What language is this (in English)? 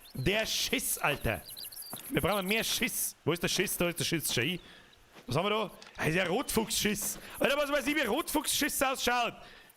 Bavarian